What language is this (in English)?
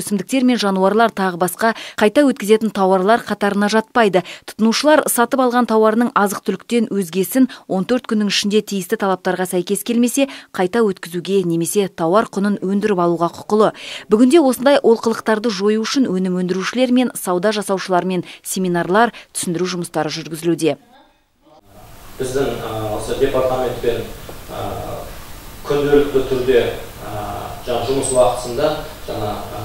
Kazakh